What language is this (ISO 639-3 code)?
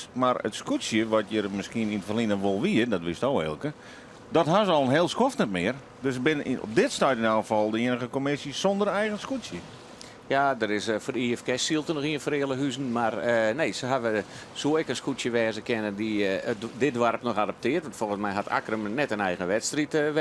fry